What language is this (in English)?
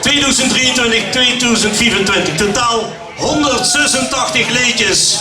Limburgish